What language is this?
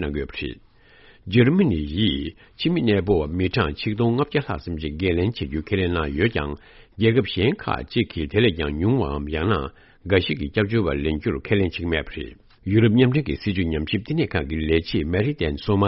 Tibetan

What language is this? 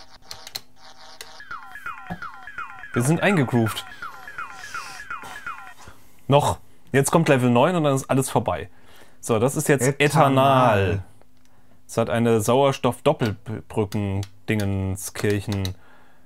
German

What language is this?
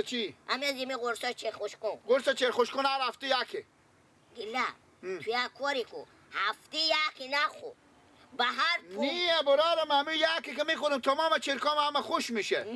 Persian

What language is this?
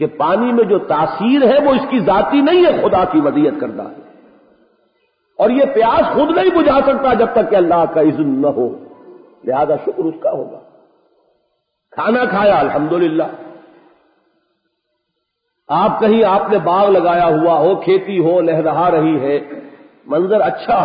Urdu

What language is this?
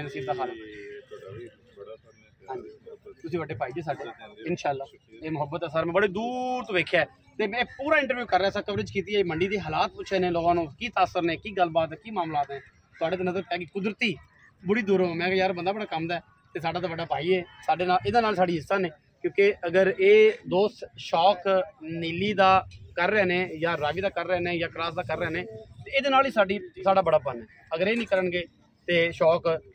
Punjabi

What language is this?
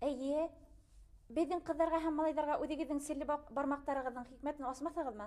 Bashkir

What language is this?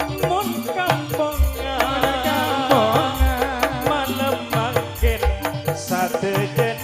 Madurese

